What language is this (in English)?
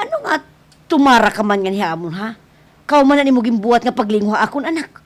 Waray